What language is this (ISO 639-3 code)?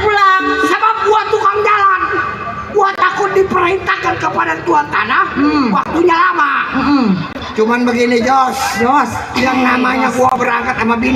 bew